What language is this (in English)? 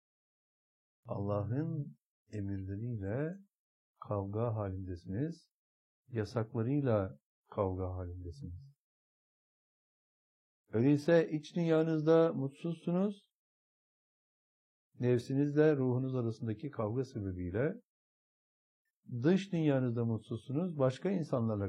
Turkish